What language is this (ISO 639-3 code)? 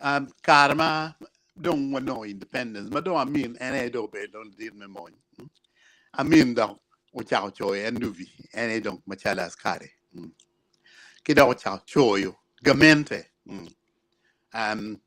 ach